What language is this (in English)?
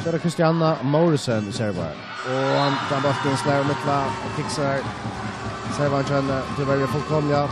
Faroese